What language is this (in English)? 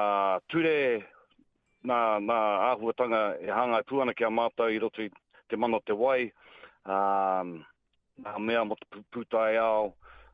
Māori